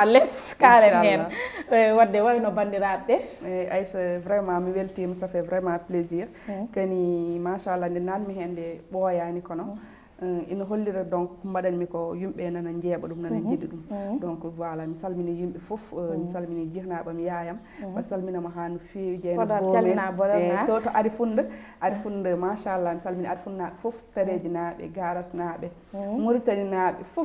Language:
Fula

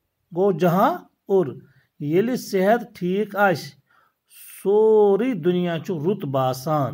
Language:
Kashmiri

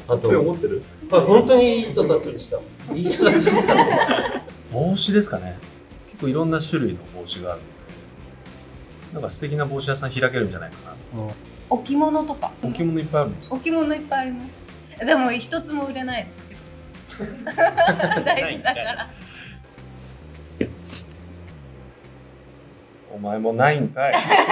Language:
Japanese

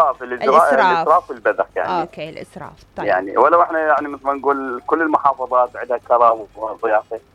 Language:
Mesopotamian Arabic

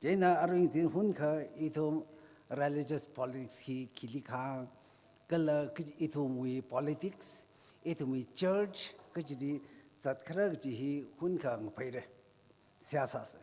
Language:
Tangkhul Naga (India)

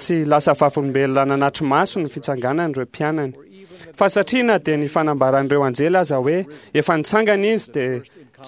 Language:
Malagasy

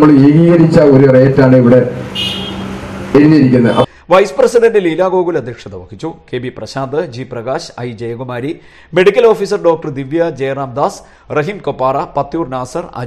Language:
Malayalam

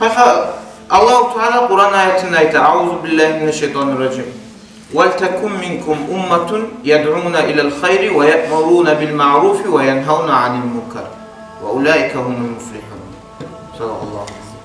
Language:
Kumyk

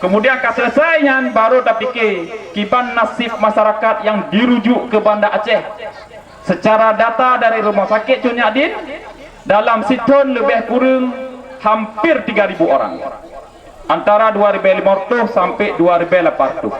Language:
Achinese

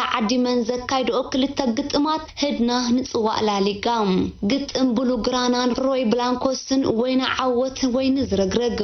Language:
Tigrinya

